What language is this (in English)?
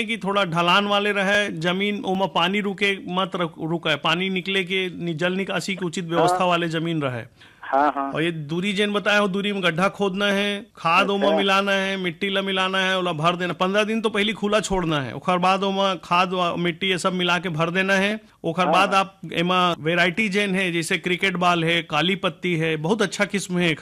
Chhattisgarhi